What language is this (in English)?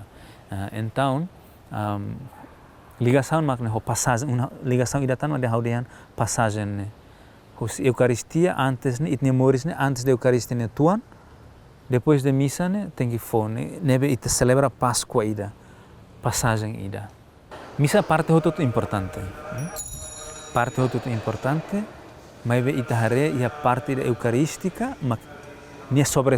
Tetum